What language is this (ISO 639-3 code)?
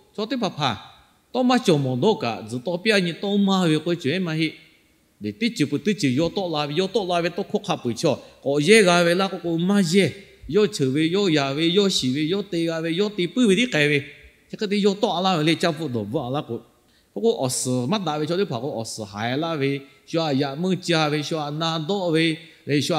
lhu